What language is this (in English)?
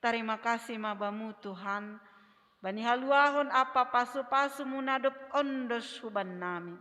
Batak Simalungun